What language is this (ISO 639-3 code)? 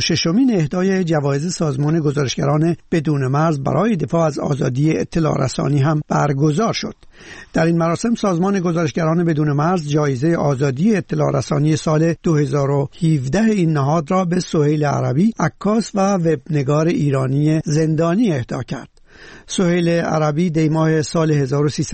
fas